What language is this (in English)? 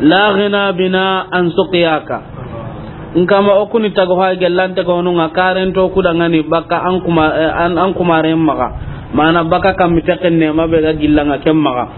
Soninke